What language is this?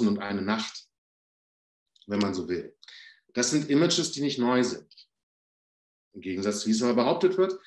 German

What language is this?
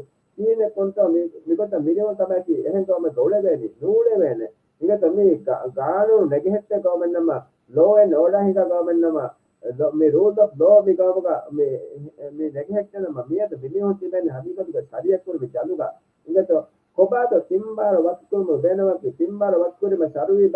Divehi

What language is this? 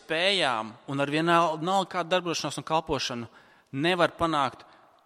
Latvian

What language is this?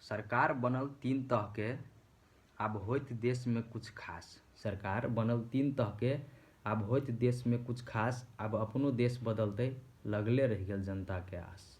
Maithili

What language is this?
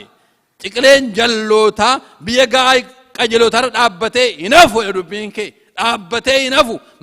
Oromo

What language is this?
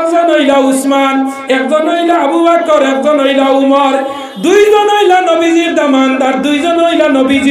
Sylheti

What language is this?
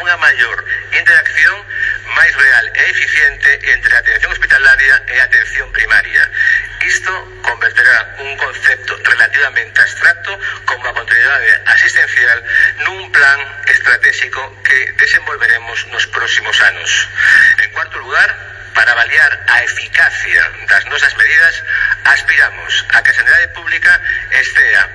Galician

